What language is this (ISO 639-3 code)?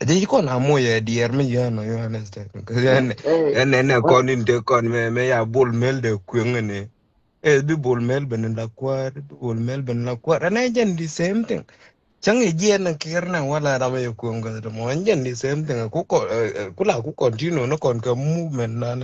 nus